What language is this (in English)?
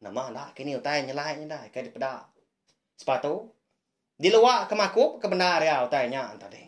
Iban